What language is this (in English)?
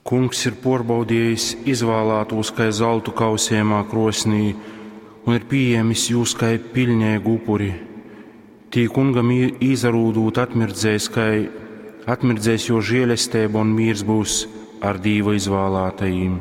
Latgalian